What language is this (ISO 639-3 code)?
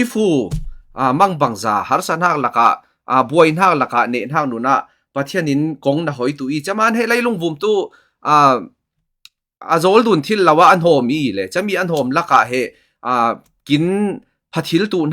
cfm